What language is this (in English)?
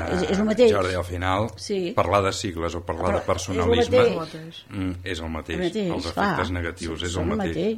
Catalan